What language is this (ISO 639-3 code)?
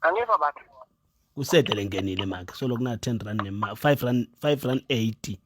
ssw